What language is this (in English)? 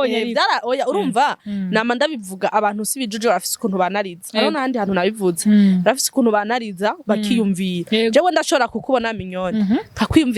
Rundi